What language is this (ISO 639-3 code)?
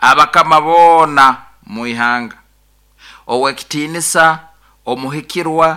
nyo